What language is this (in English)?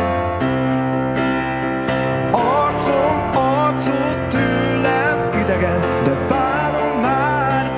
Hungarian